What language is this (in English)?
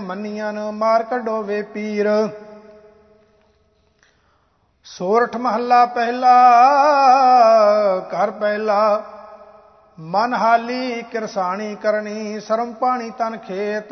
Punjabi